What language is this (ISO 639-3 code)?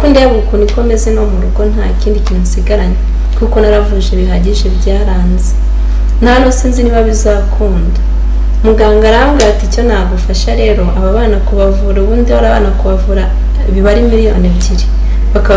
kin